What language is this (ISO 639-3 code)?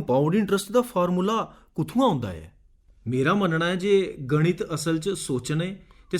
doi